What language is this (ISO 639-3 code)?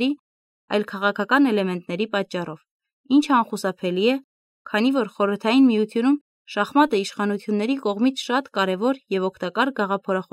hye